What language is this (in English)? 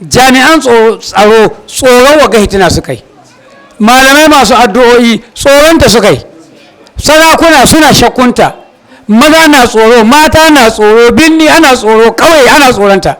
Hausa